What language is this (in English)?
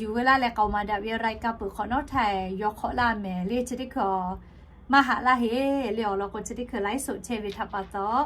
Lahu